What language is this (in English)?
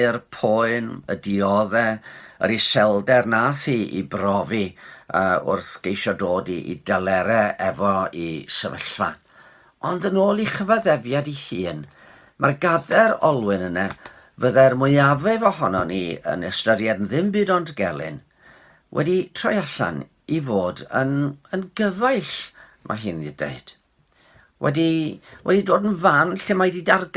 Welsh